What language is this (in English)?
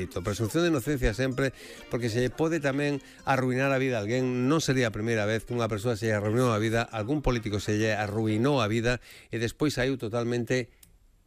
Galician